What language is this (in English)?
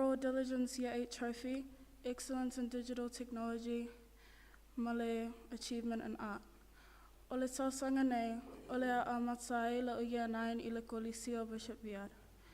Samoan